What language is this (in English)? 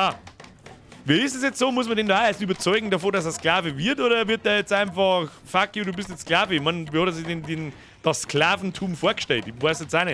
Bavarian